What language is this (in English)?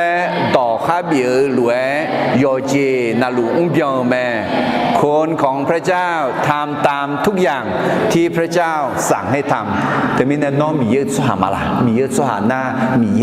Akha